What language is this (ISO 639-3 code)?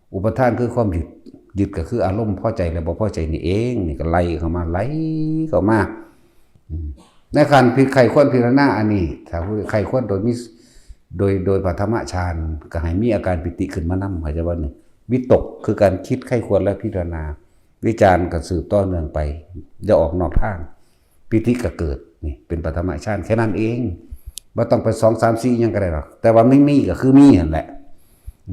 tts